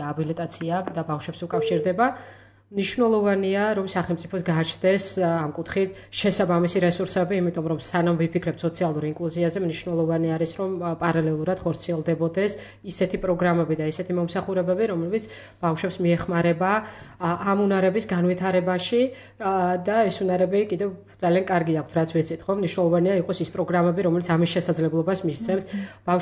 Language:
Georgian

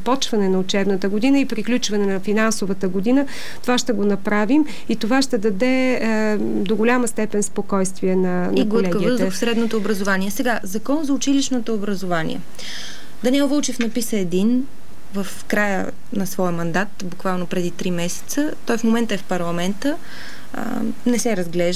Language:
Bulgarian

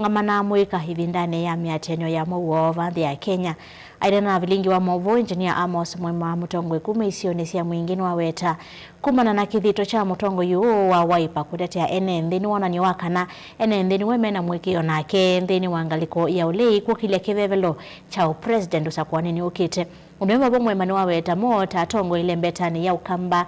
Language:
Kamba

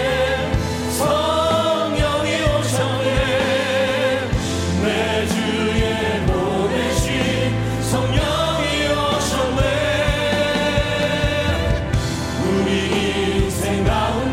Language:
Korean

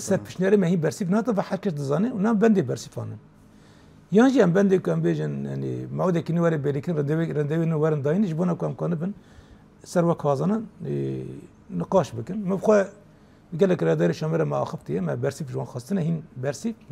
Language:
Kurdish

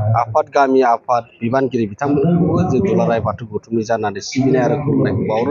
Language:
Bodo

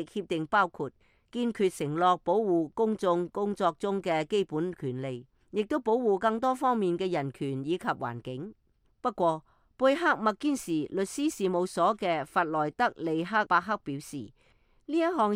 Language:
Cantonese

